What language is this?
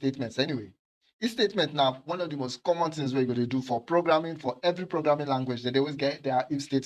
Nigerian Pidgin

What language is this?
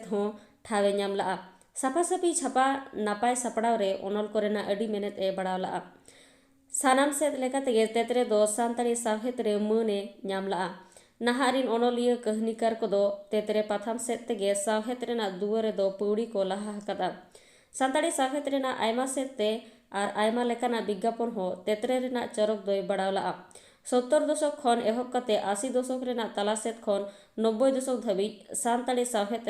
Santali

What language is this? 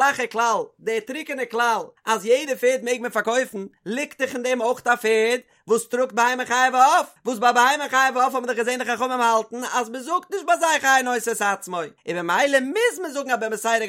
Yiddish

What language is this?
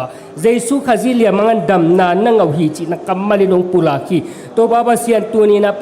Tedim Chin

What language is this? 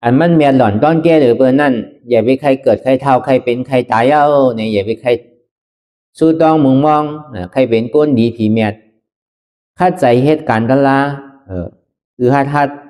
Shan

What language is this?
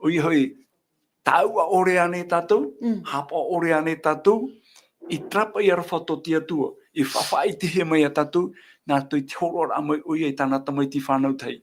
Tahitian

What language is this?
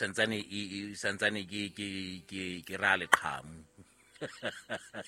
Southern Sotho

